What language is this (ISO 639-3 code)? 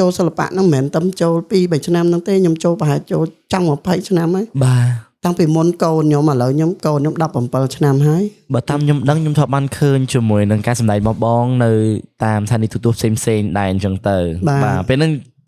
khm